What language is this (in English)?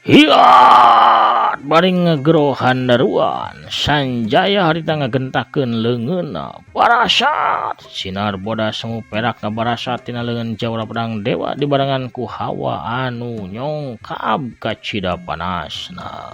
Sundanese